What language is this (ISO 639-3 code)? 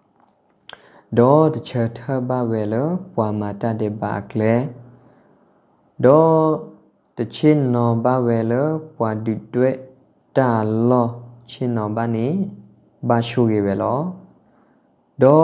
ksw